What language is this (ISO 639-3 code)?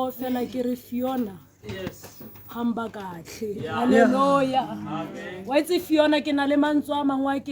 tsn